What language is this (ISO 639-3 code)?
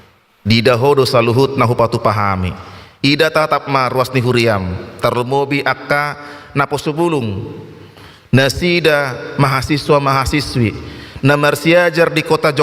bbc